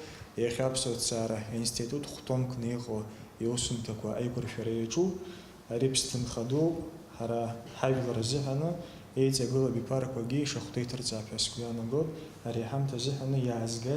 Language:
Abkhazian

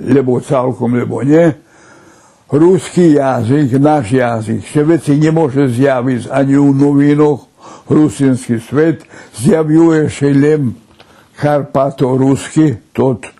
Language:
Rusyn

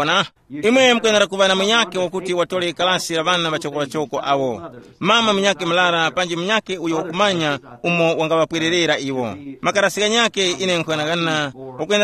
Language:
Tumbuka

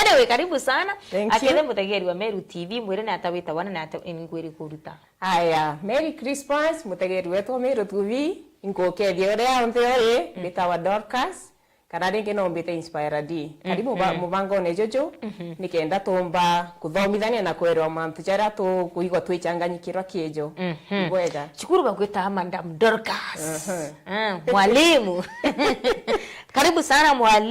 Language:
Meru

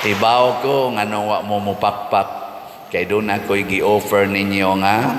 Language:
Cebuano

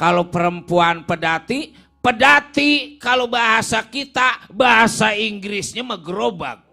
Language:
Betawi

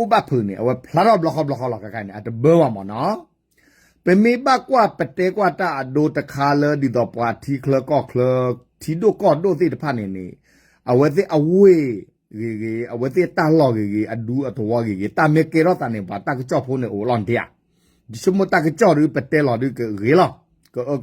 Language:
S'gaw Karen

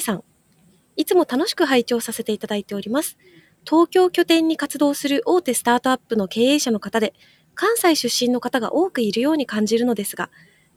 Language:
Japanese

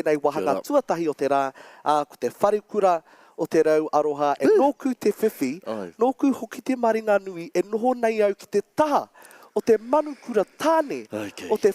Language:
Māori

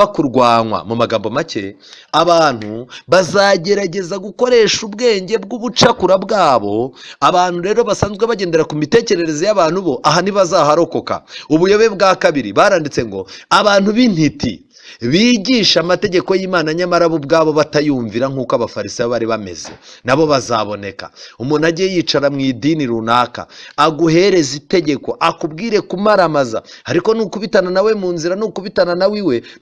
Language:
Kinyarwanda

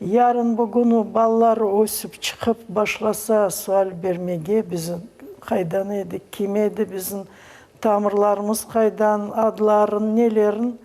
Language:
Crimean Tatar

